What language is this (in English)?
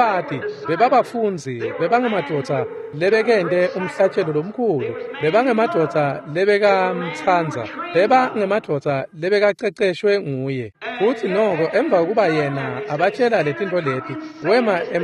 Swati